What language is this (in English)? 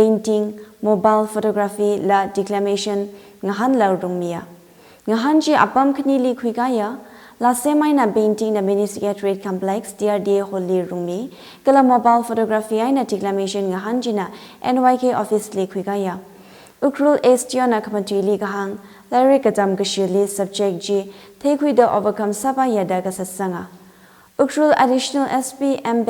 Tangkhul Naga (India)